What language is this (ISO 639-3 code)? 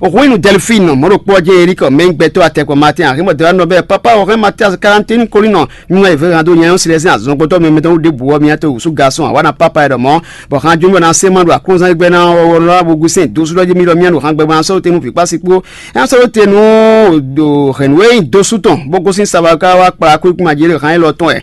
fon